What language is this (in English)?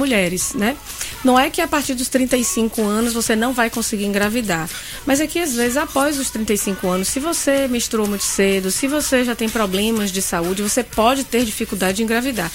Portuguese